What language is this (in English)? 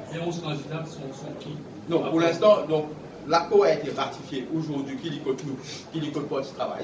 Morisyen